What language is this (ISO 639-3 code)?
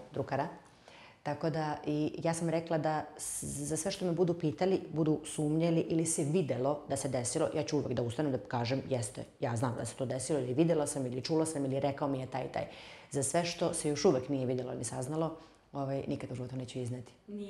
srp